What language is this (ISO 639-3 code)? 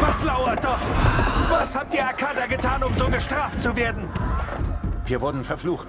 bar